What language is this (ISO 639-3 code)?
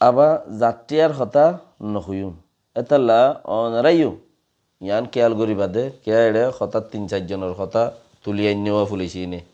rhg